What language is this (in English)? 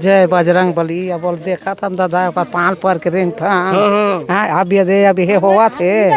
Chhattisgarhi